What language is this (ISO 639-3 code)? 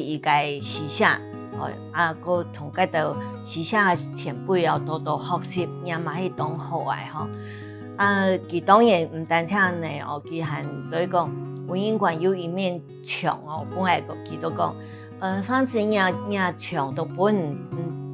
hak